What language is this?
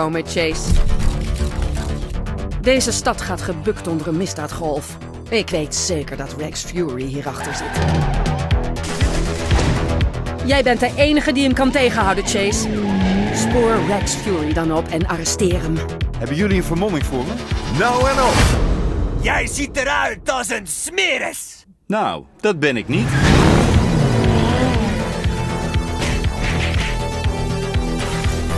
Dutch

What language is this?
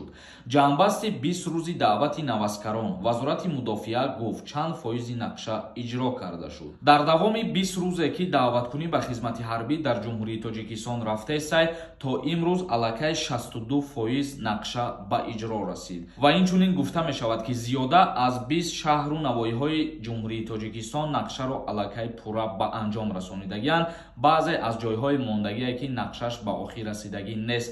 Tajik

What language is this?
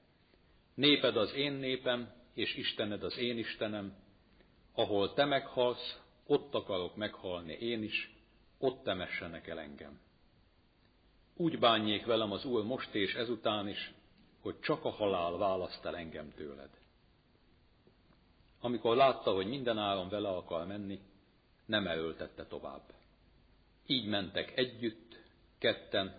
Hungarian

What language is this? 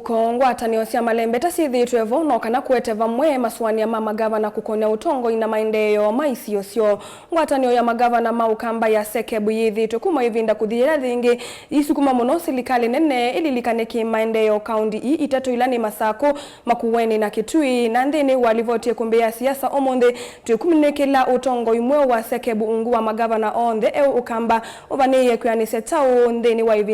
Kamba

